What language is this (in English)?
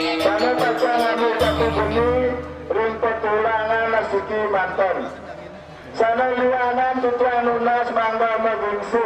Balinese